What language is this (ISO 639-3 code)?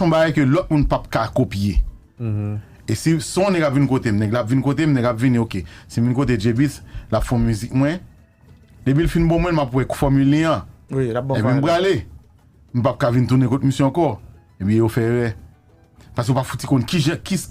hat